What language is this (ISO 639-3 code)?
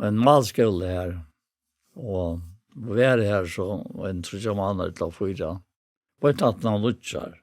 fao